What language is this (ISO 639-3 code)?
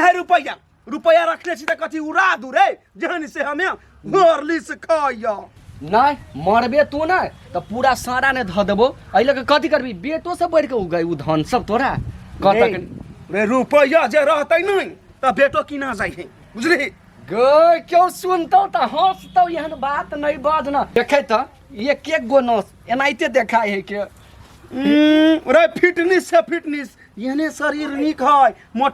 mai